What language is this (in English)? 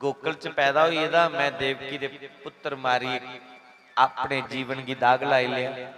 Dogri